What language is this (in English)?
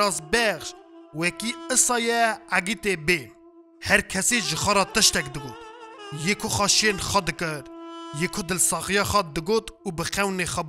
Kurdish